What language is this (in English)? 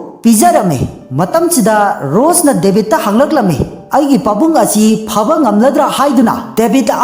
Manipuri